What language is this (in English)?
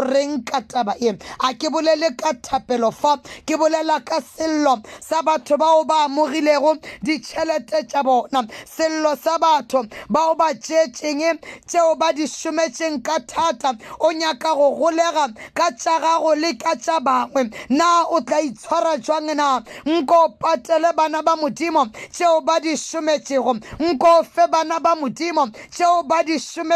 Northern Sotho